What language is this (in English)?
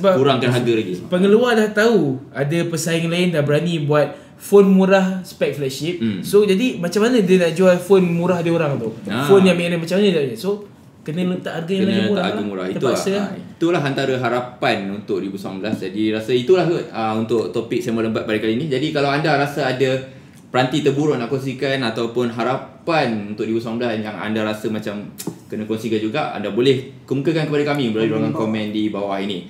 Malay